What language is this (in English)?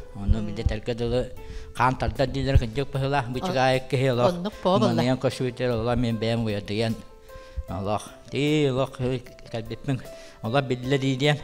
Yakut